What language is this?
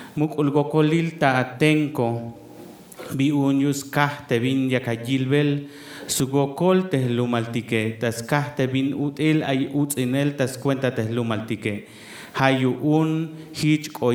Tzeltal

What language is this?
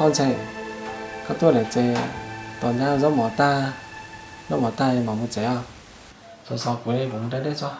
Hmong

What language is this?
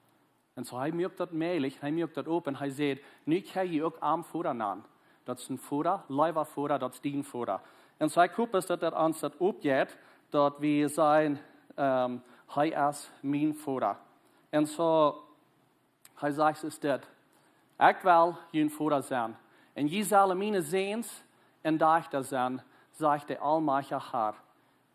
Plautdietsch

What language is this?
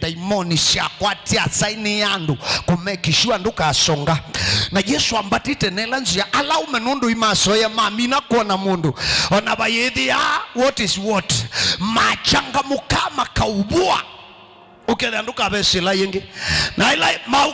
Kamba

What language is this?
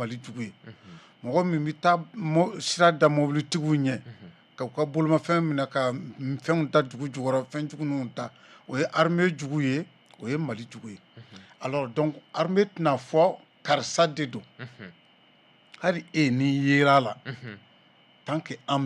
Bambara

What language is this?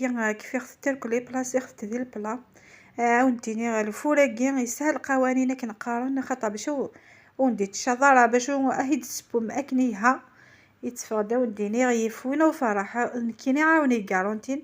Kabyle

